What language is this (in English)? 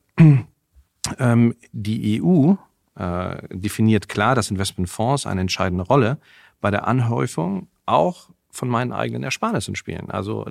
Luxembourgish